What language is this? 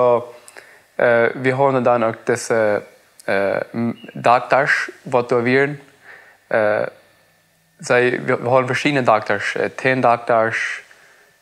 Plautdietsch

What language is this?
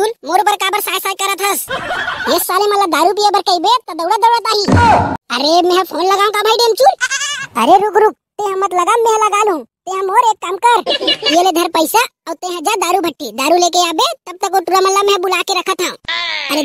Chhattisgarhi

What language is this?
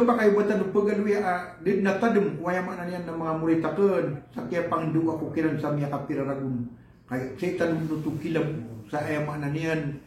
Maranao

